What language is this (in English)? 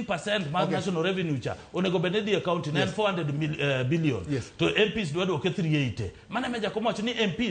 Luo (Kenya and Tanzania)